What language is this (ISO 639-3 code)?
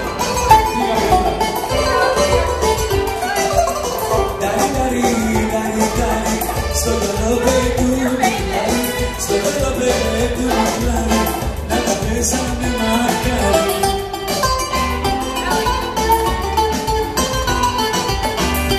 ell